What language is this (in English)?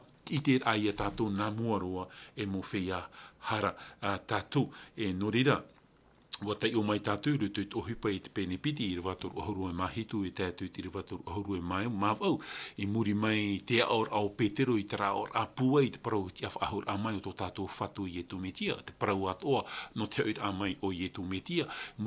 Tahitian